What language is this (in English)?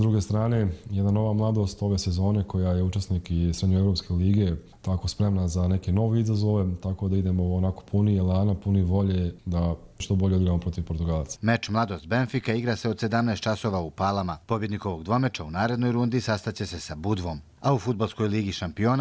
Serbian